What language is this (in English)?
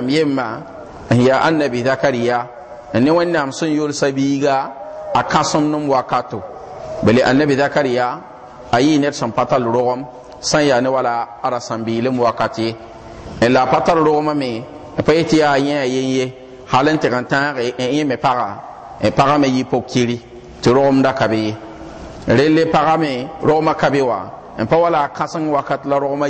Mossi